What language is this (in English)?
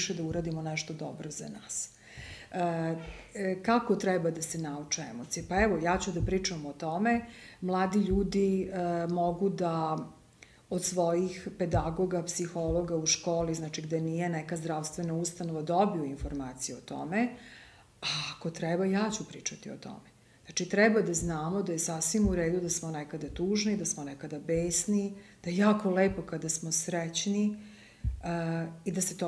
Serbian